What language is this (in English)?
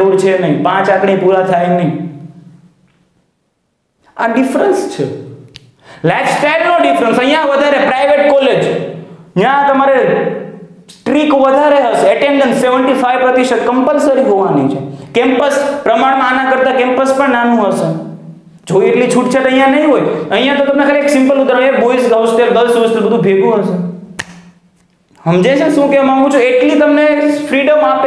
Gujarati